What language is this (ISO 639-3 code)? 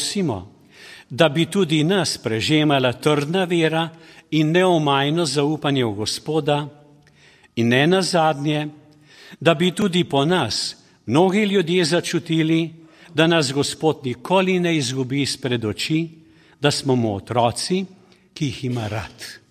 slv